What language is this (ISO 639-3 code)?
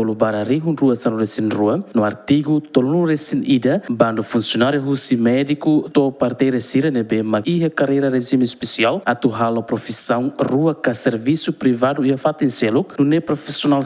tet